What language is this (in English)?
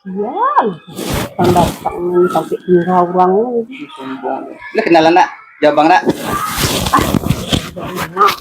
Minangkabau